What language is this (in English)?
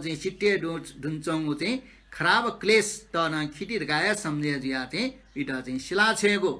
Newari